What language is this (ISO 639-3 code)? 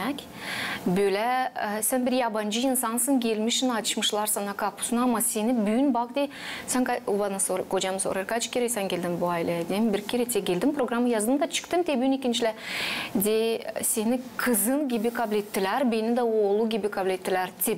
gag